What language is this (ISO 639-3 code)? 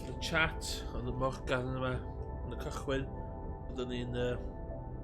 cym